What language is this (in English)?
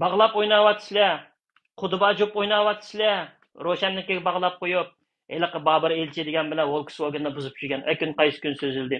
Uyghur